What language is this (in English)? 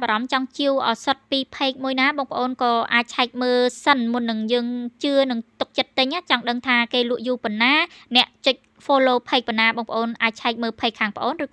Khmer